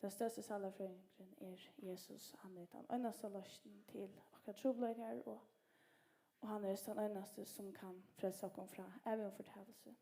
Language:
Faroese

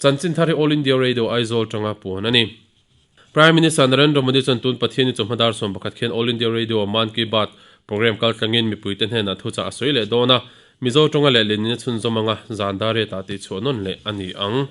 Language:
Mizo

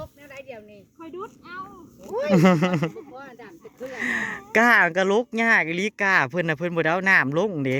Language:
Northeastern Thai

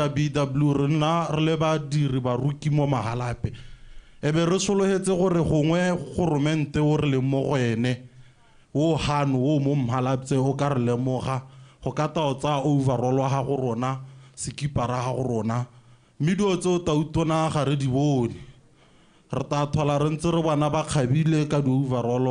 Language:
Tswana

